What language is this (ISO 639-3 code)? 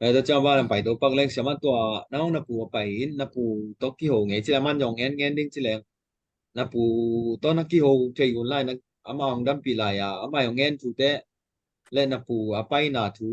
ctd